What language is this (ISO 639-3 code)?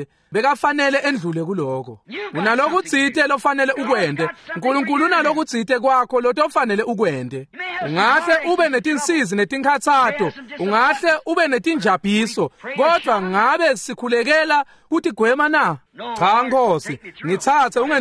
ssw